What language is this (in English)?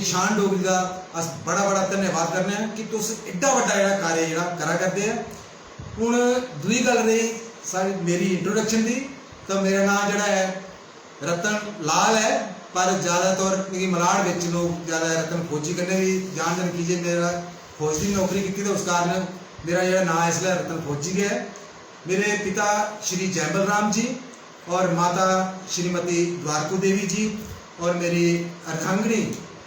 Dogri